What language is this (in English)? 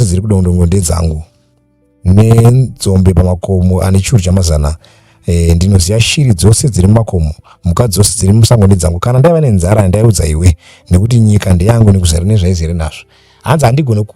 Shona